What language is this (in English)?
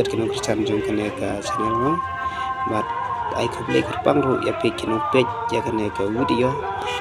Khasi